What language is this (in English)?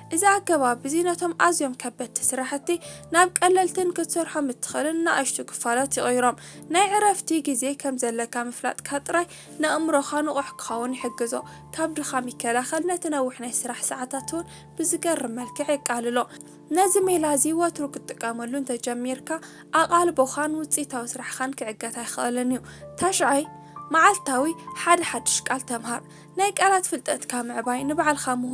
Tigrinya